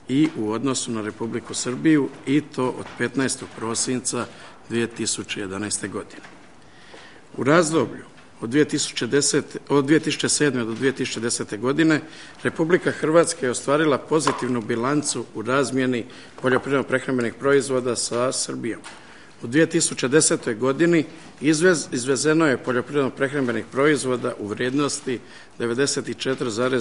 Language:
Croatian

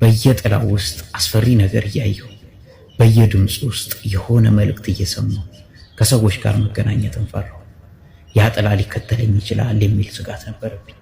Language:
Amharic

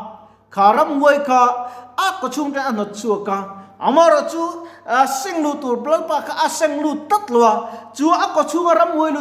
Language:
Mizo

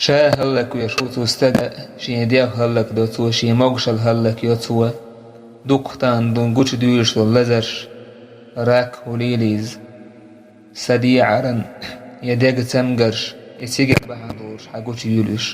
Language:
Chechen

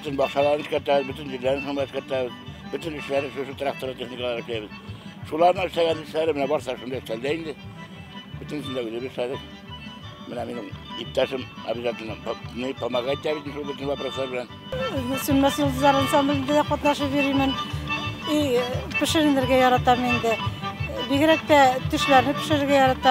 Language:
Bashkir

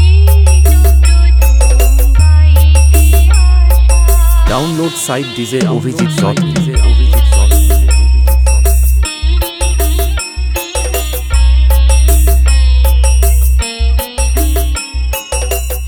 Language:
Bangla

